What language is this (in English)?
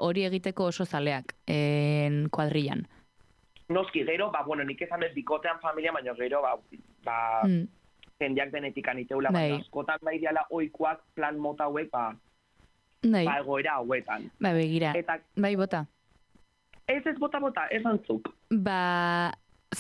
Basque